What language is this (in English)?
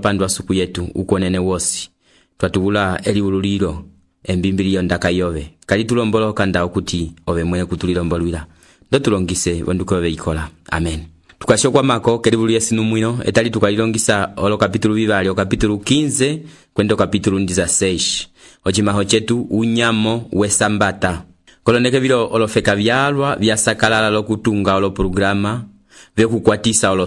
Umbundu